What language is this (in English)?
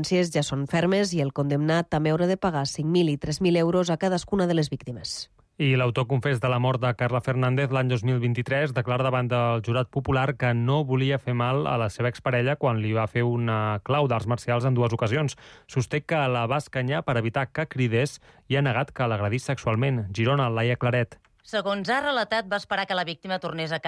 Catalan